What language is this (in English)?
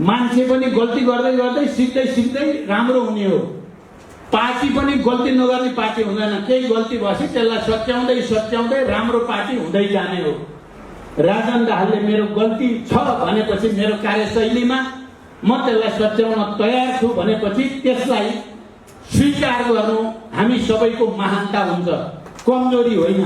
Nepali